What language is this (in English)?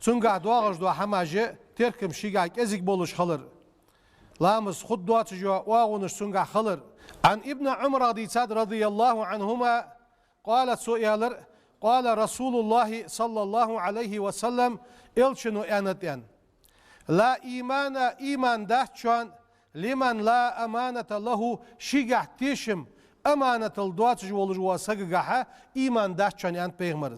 Ingush